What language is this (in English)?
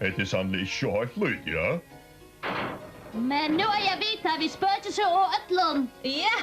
Faroese